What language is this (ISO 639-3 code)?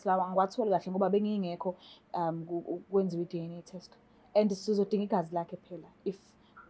zul